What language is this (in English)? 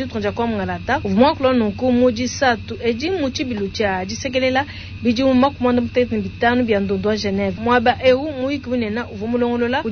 Luba-Lulua